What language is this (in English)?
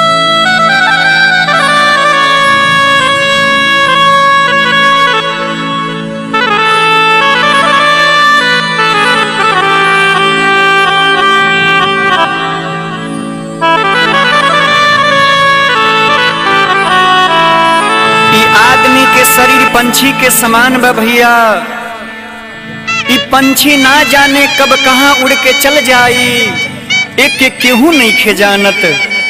Bhojpuri